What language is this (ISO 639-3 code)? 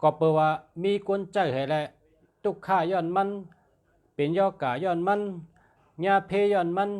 shn